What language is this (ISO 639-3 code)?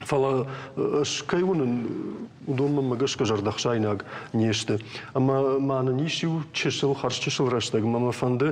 oss